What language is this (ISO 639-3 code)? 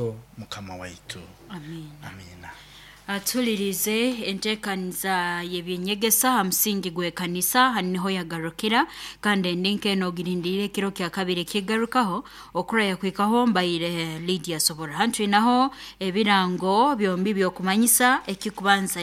nyo